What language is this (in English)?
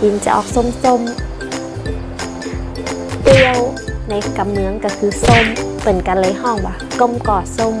Northern Thai